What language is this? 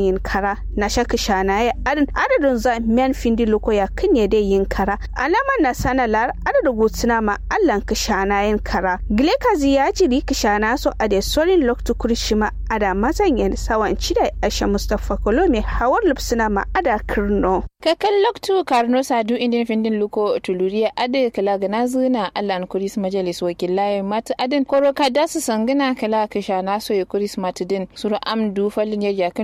Kanuri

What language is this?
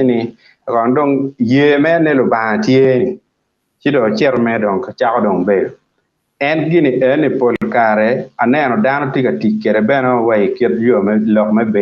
Acoli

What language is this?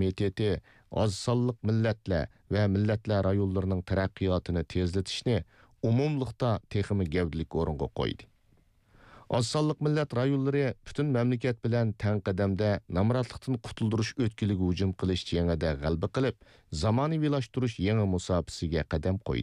Uyghur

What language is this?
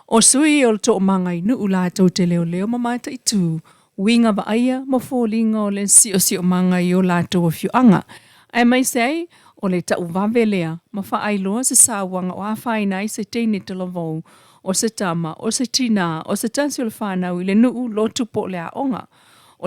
Samoan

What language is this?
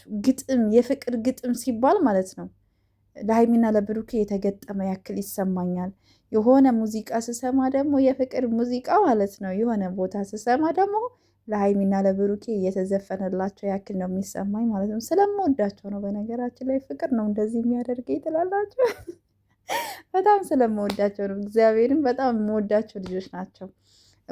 Amharic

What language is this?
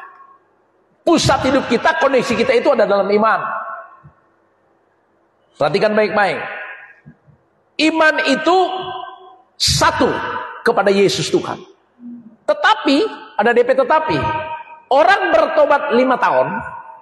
Indonesian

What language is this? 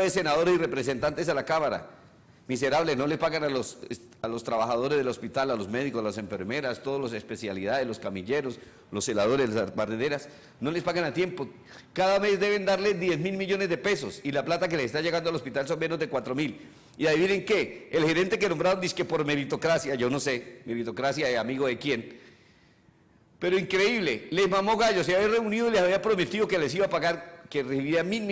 Spanish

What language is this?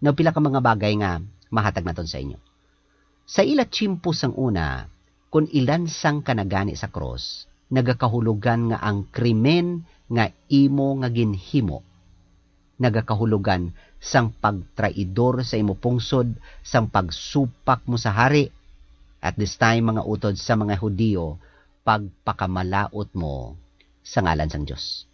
Hiligaynon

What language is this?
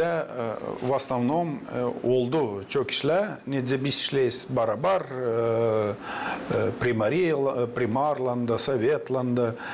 Gagauz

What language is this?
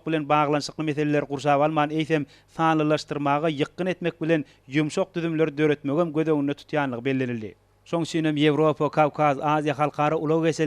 Turkmen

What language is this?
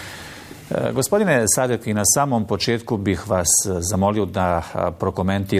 Bosnian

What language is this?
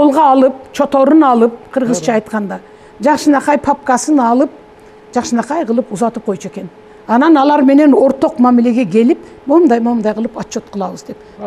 Kyrgyz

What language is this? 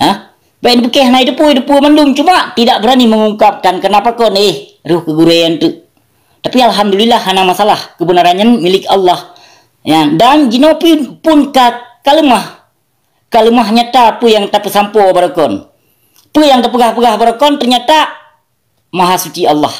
Achinese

